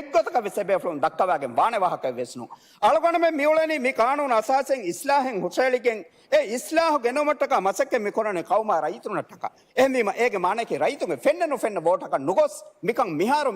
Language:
Divehi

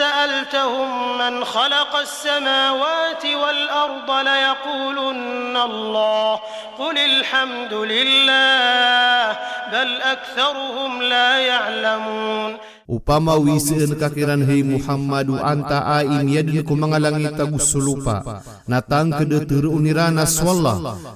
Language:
Maranao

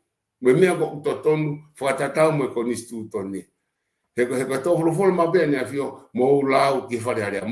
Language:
Tongan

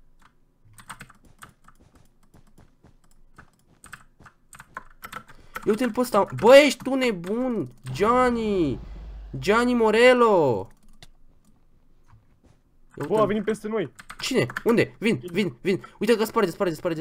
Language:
Romanian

